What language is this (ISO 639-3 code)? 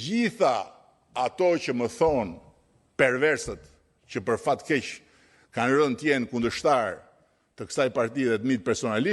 sqi